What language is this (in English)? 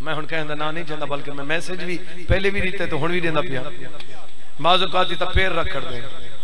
Saraiki